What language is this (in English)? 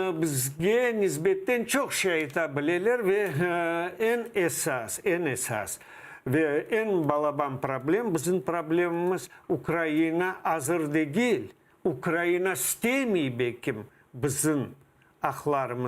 Crimean Tatar